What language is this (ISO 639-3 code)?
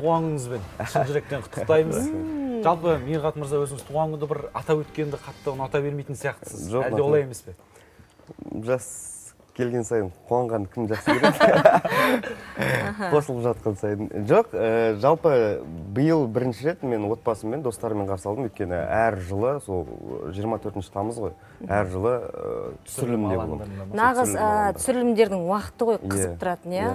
kaz